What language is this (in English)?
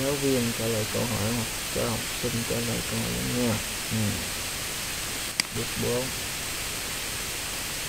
Vietnamese